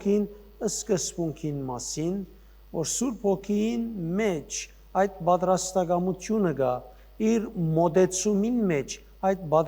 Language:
Western Armenian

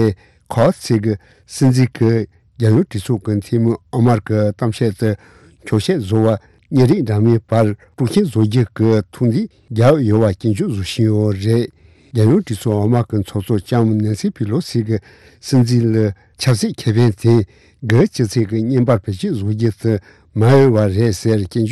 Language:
Tibetan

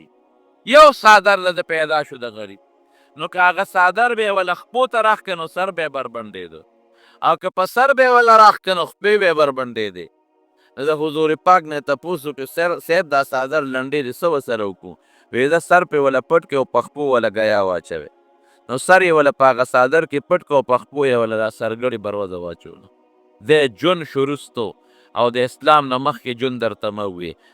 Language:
Pashto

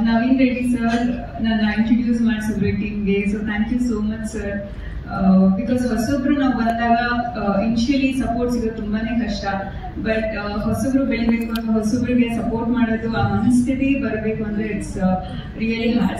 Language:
Kannada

